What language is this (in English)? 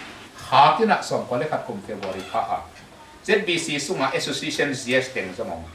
Tedim Chin